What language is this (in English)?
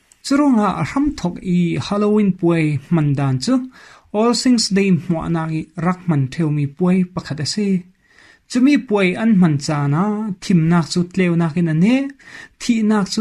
Falam Chin